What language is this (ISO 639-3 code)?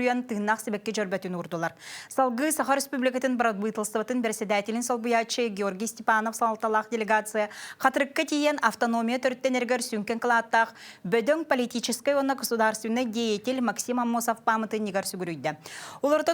sah